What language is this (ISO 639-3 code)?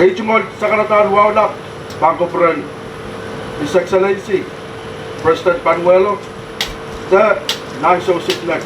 pon